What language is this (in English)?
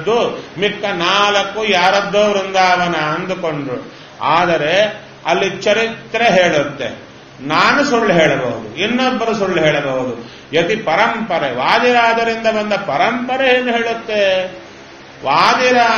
Kannada